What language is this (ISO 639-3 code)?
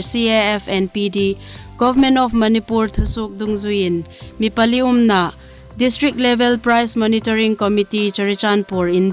hmr